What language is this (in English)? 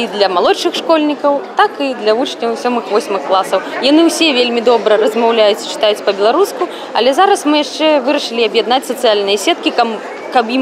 Belarusian